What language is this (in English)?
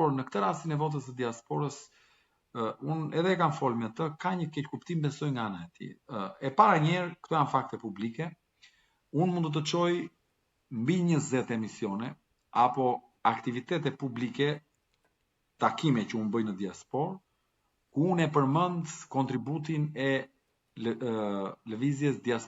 Albanian